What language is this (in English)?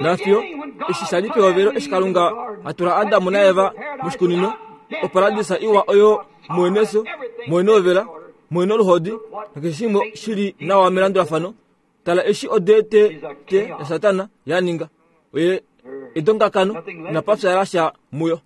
Kuanyama